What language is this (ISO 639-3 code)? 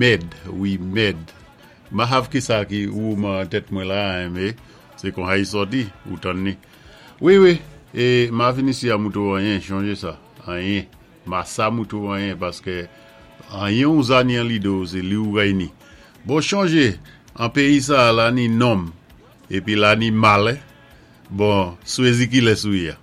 acf